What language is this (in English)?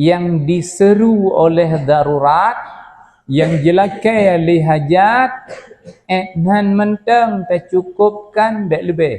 Achinese